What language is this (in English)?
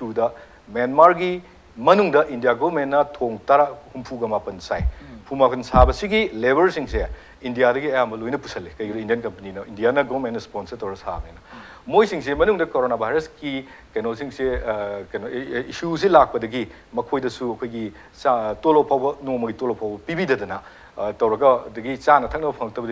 Manipuri